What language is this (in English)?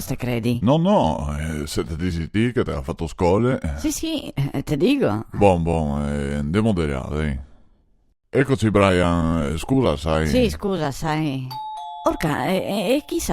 Venetian